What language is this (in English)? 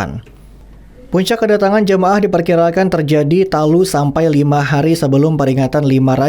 Banjar